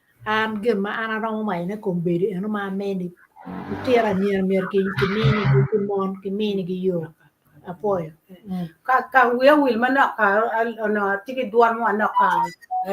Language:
Acoli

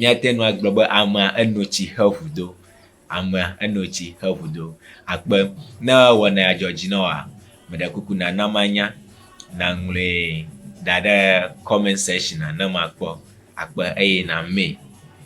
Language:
Ewe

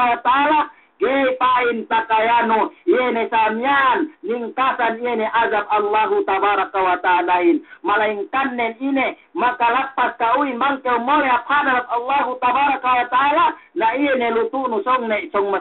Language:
Yakan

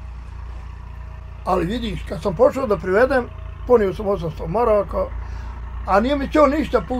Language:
Bosnian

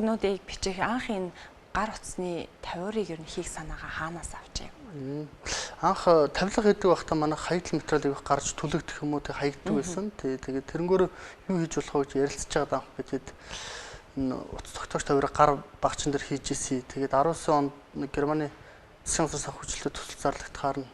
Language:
Mongolian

